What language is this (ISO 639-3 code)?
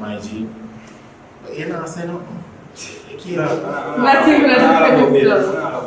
jam